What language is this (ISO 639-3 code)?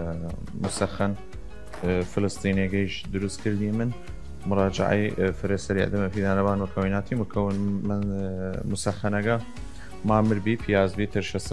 sdh